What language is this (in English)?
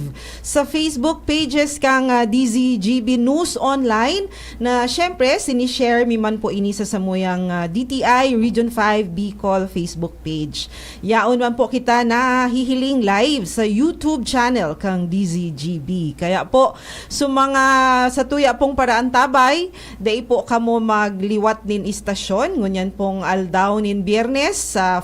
Bikol